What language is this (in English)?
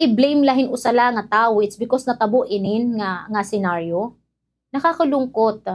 Waray